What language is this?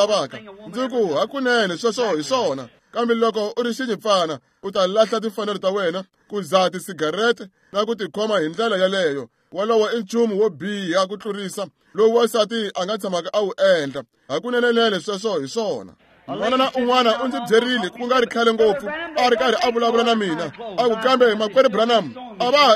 Tsonga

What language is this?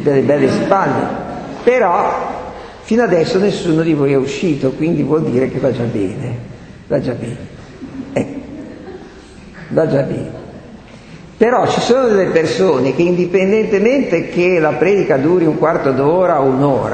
Italian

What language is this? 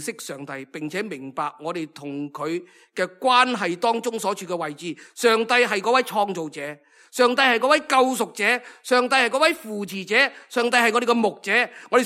Cantonese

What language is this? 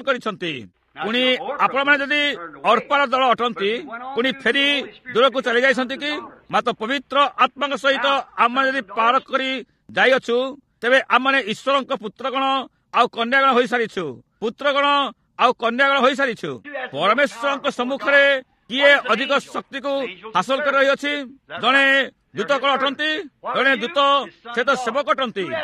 Odia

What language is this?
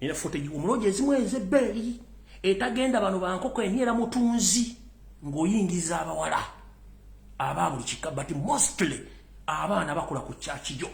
Ganda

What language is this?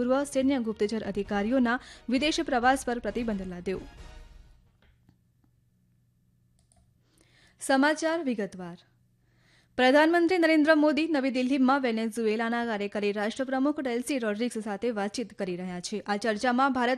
Gujarati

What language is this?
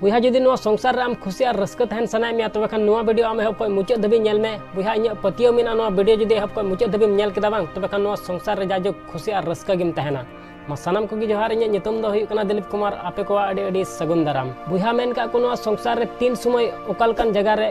Santali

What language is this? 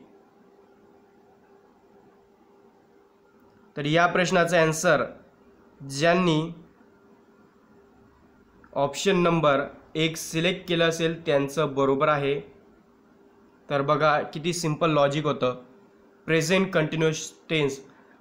Marathi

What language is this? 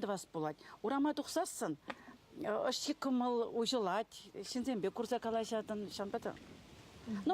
Chuvash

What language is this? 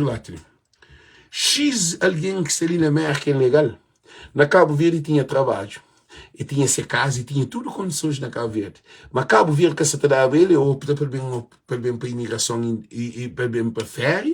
Kabuverdianu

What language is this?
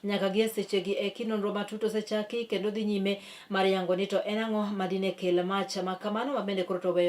Luo (Kenya and Tanzania)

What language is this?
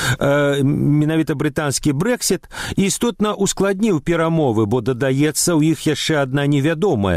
Belarusian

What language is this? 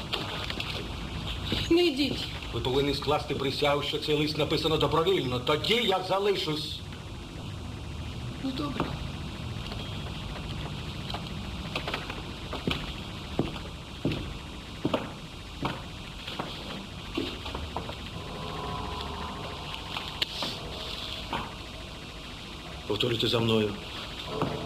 Ukrainian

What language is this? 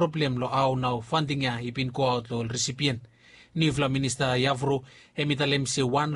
Bislama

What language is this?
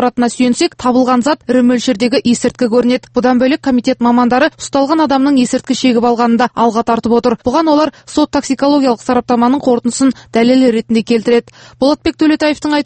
Kazakh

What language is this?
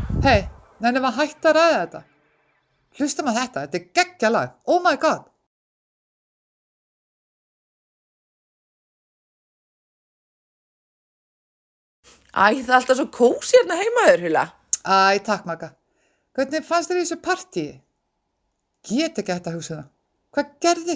Icelandic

